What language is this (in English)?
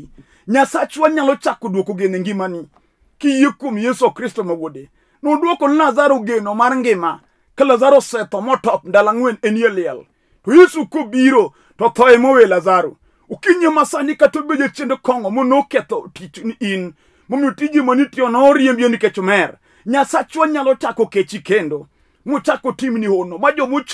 Luo (Kenya and Tanzania)